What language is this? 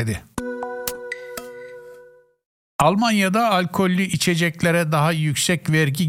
Turkish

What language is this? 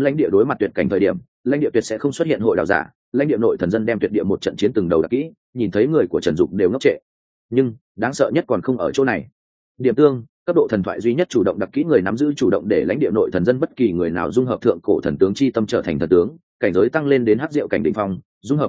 Vietnamese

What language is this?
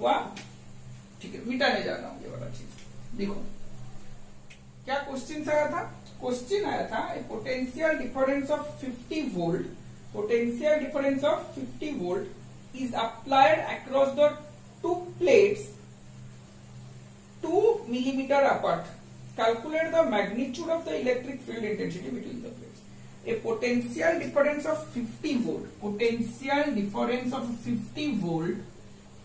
Hindi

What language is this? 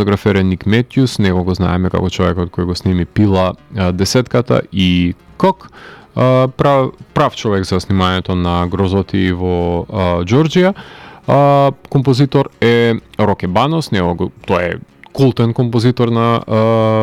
Macedonian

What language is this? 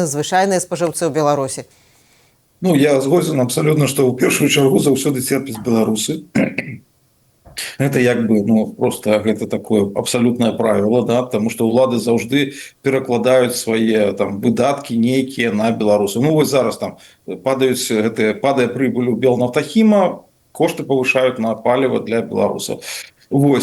Belarusian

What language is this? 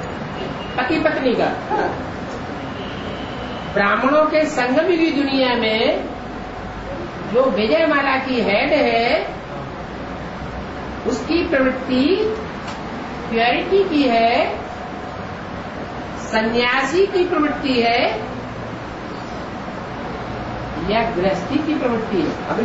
Hindi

